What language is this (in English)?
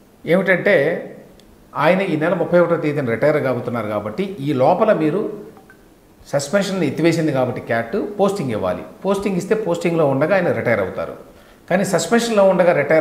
Telugu